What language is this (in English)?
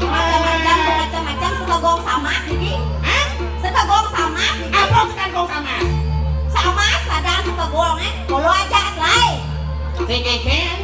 Balinese